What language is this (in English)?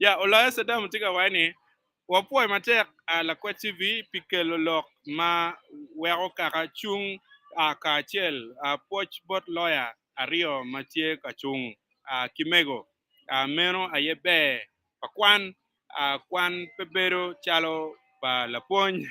Acoli